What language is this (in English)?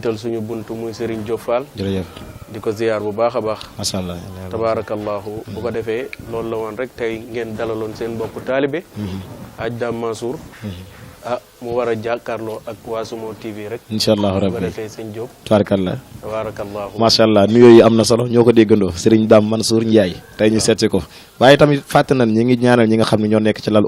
Wolof